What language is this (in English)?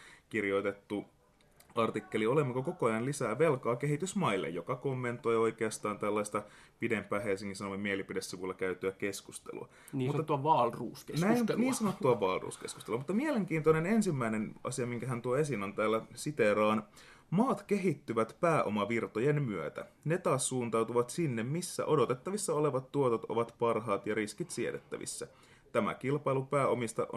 Finnish